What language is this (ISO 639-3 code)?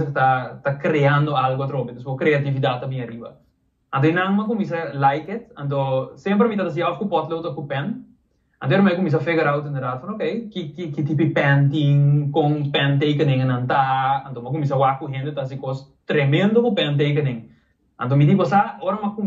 pap